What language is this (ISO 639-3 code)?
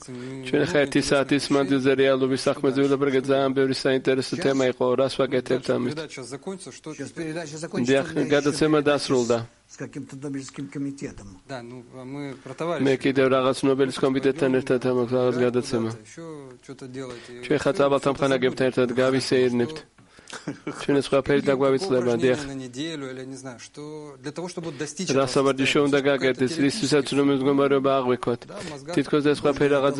kat